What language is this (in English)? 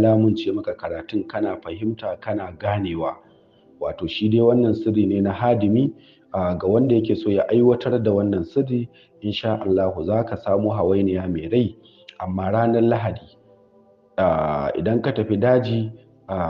Hausa